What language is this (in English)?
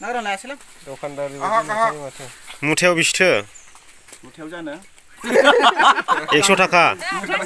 Bodo